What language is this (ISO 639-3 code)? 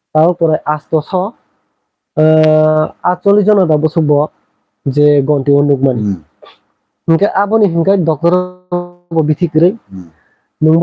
trp